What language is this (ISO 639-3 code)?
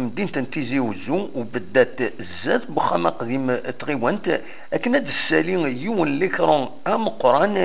kab